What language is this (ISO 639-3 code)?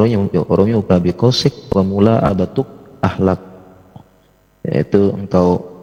ind